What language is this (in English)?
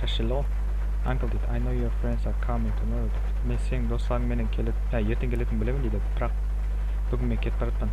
Kara-Kalpak